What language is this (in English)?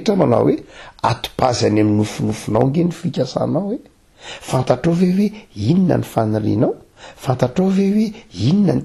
Malagasy